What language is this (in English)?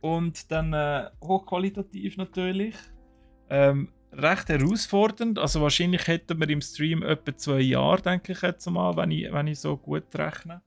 Swiss German